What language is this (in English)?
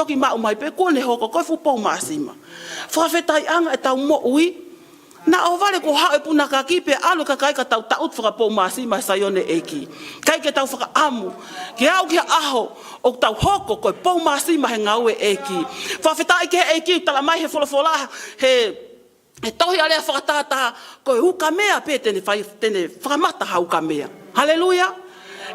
Tongan